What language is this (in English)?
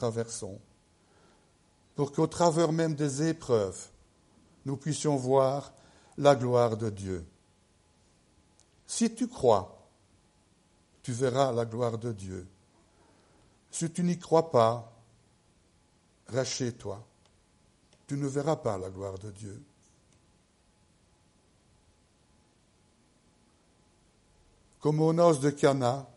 French